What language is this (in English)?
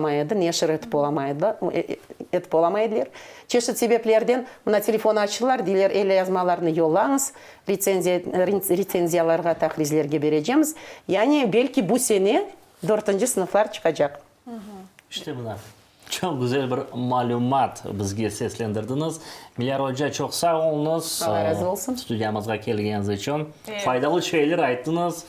Crimean Tatar